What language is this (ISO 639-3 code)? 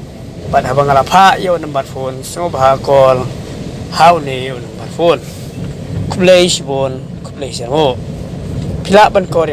kha